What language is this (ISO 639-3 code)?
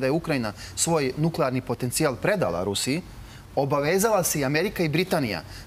srp